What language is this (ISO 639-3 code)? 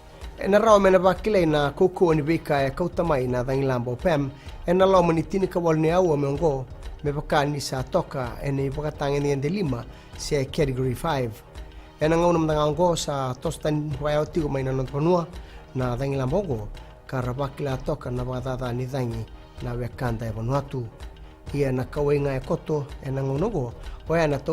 fij